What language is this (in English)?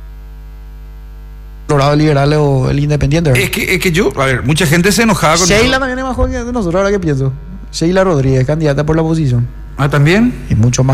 Spanish